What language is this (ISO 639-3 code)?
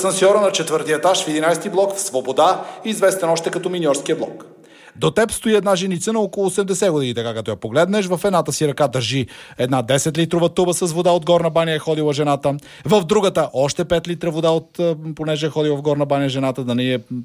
bul